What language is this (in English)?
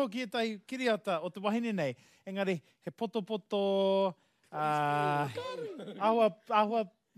Māori